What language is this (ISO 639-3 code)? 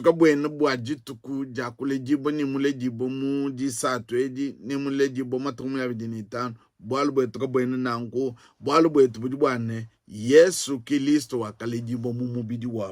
lua